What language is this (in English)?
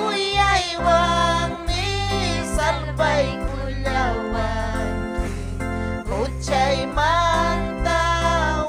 Ayacucho Quechua